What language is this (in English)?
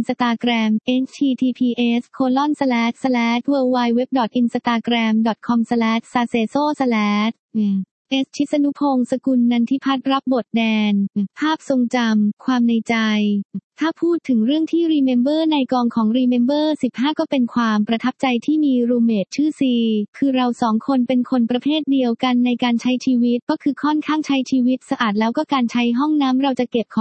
Thai